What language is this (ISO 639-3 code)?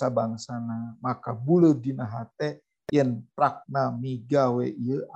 sun